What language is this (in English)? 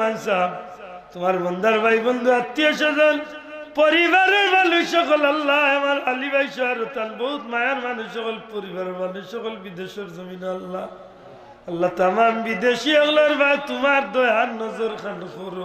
Sylheti